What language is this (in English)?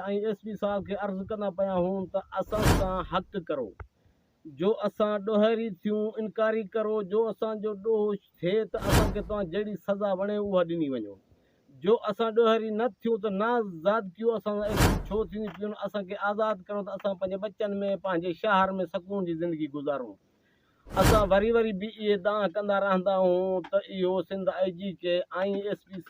Sindhi